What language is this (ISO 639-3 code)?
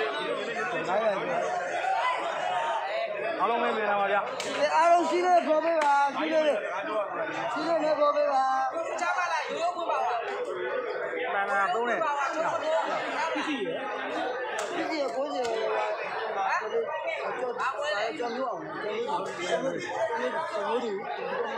mya